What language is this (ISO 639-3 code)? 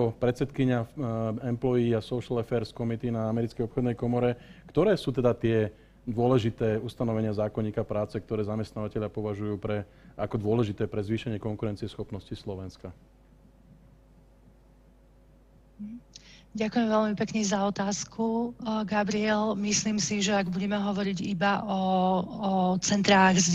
slk